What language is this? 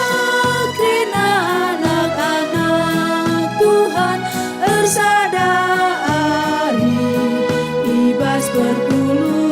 Batak Karo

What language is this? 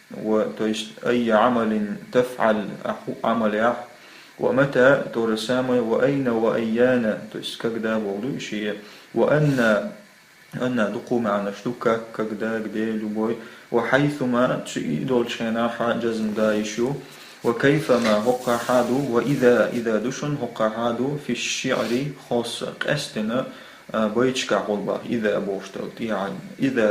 Chechen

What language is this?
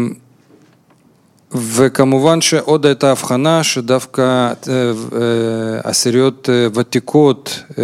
Hebrew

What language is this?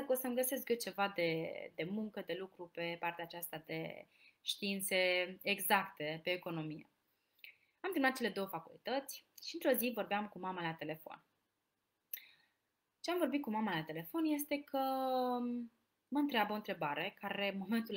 Romanian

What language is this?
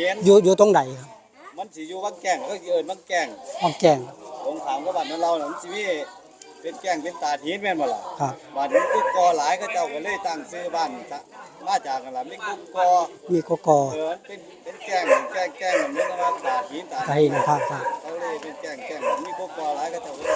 Northeastern Thai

